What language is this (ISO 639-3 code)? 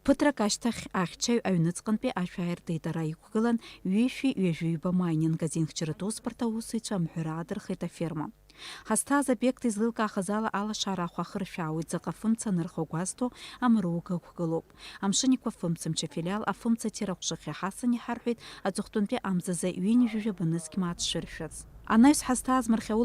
abk